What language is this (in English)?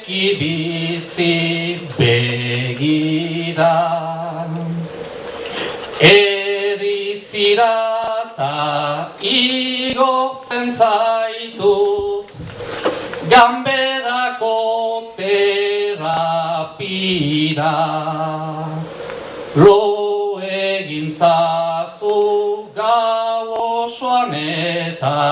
Basque